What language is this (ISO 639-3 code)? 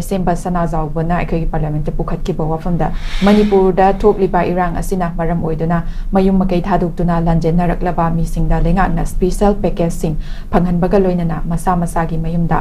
mni